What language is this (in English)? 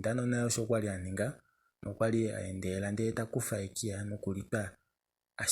Kuanyama